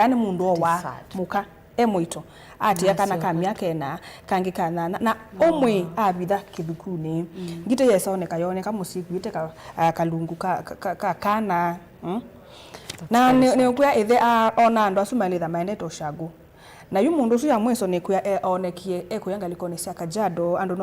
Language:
Kamba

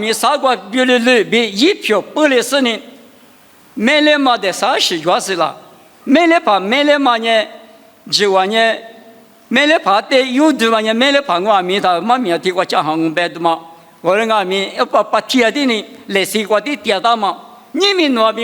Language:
Lisu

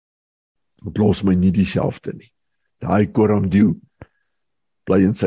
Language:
Afrikaans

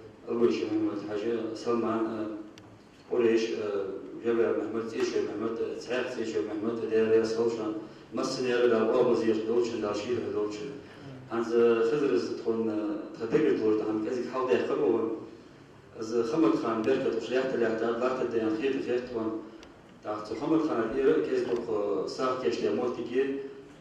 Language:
Ingush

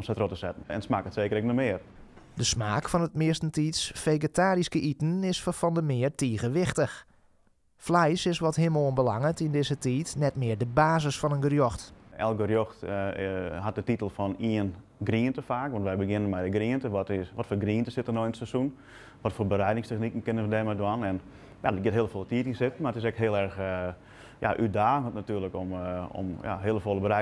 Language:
Western Frisian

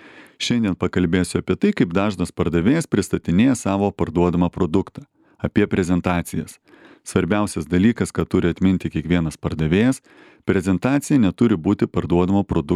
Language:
Lithuanian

